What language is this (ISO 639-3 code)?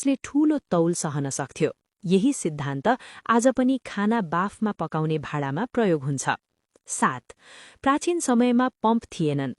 nep